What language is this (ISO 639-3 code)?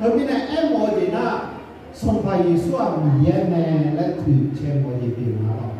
ahk